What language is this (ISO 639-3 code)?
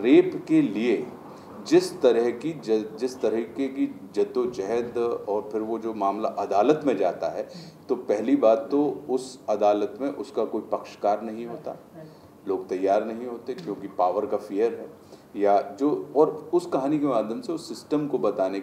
hin